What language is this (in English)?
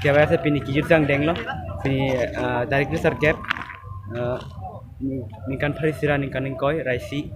Karbi